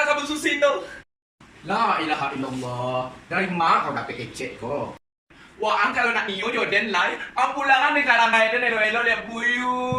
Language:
Minangkabau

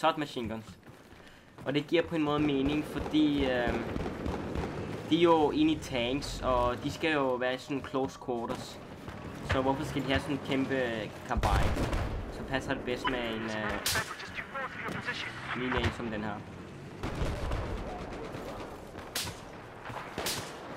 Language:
Danish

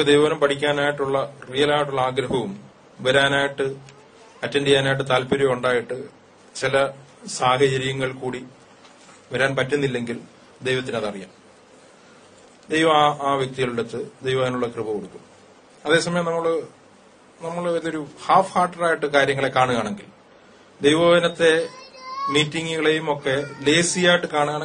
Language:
Malayalam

